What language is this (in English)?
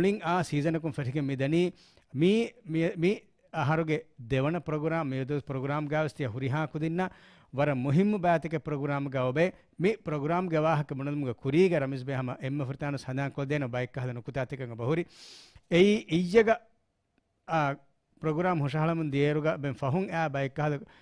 Divehi